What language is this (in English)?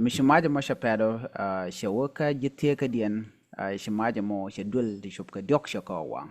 Nuer